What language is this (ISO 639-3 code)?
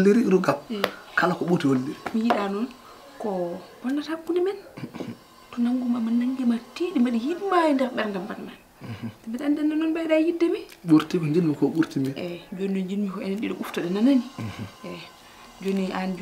ful